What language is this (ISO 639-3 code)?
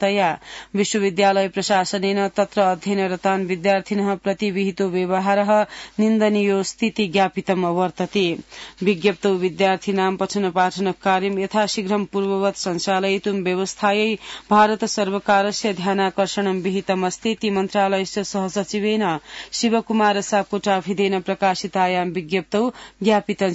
san